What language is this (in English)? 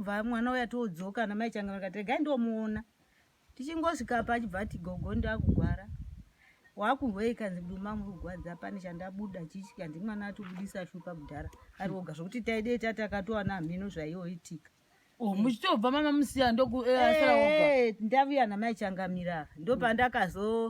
Shona